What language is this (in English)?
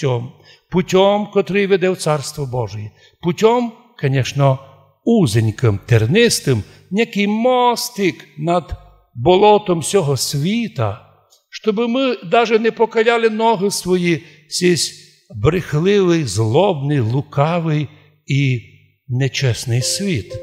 Rusyn